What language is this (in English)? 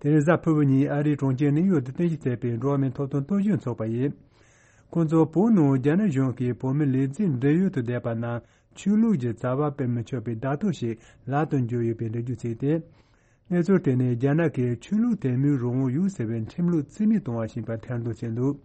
Tibetan